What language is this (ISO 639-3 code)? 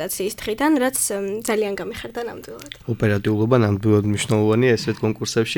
kat